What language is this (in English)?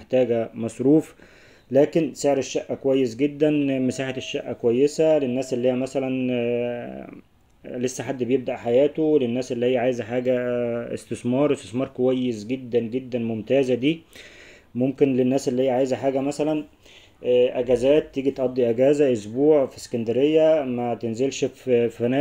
Egyptian Arabic